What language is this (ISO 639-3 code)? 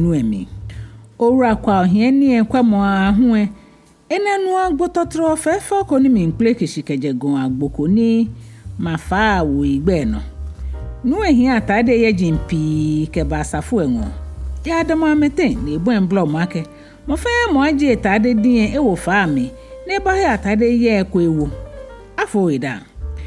gaa